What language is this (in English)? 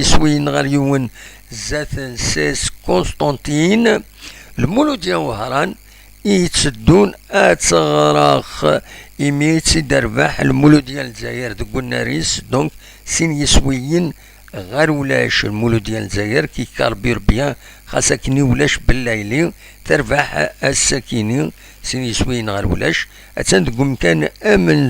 Kabyle